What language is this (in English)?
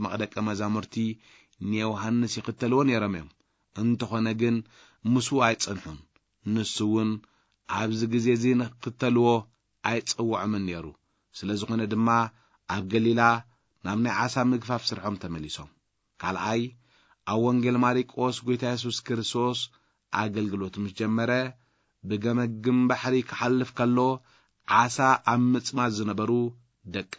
Tigrinya